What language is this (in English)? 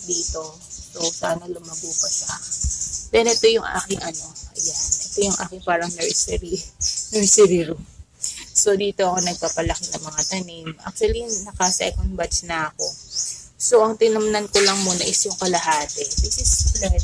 Filipino